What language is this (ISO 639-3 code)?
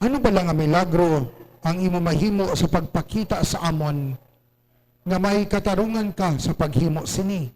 hil